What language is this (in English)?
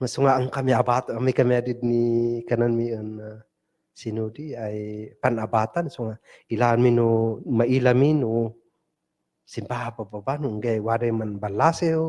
Kankanaey